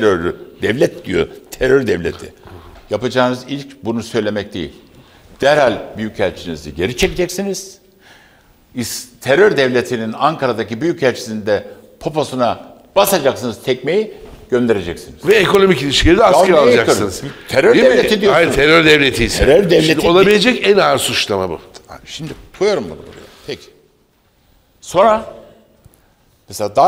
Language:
Turkish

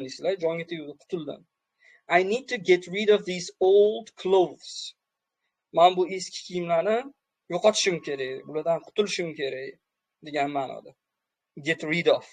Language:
Uzbek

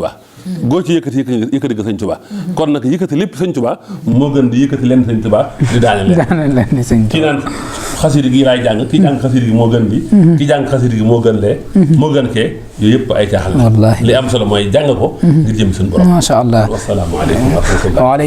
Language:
Wolof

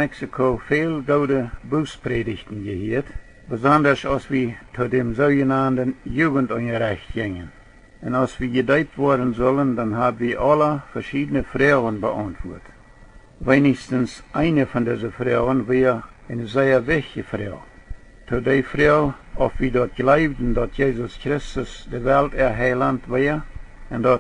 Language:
Plautdietsch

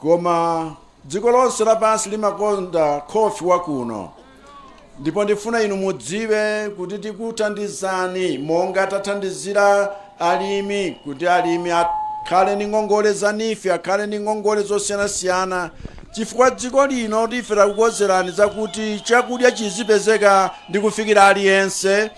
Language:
Nyanja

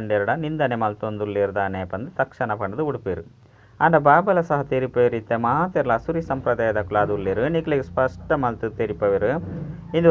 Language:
Tulu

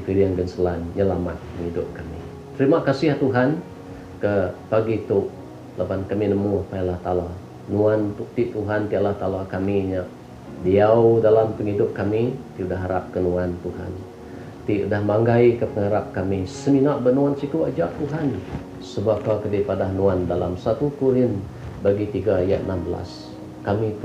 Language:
Iban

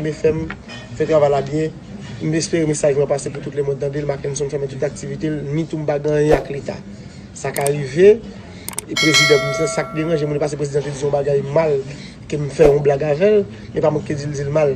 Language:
Haitian Creole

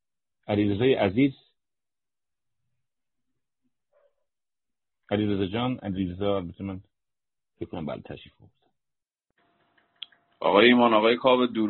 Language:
Persian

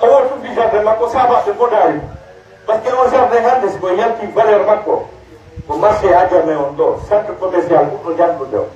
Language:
Pular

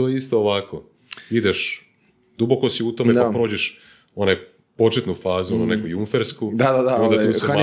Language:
Croatian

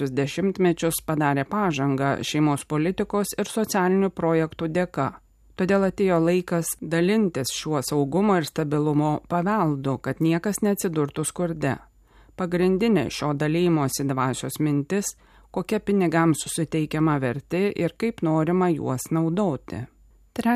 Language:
Lithuanian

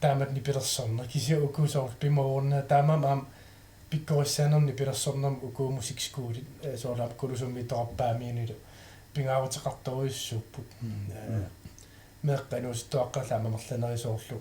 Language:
Kalaallisut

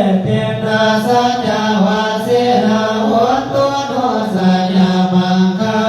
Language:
Pali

